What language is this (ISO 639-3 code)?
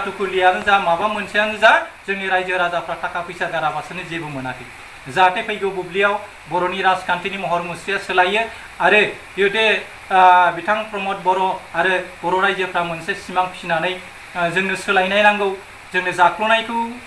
brx